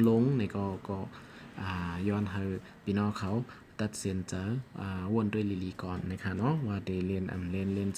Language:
Shan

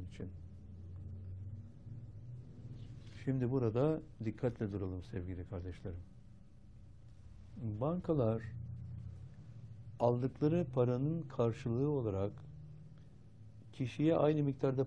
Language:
Turkish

